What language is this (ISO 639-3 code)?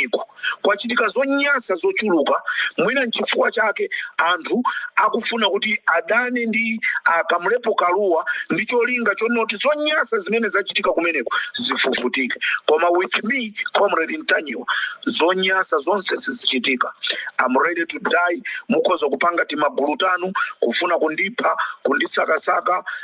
nya